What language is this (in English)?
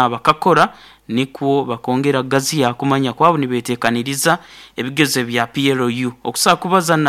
Nyoro